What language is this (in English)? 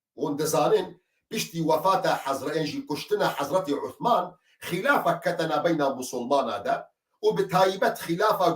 Kurdish